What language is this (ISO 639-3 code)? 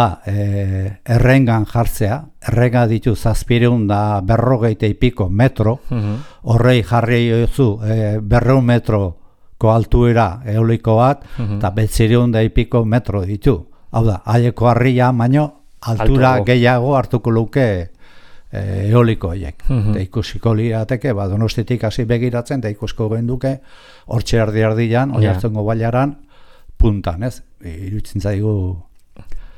eus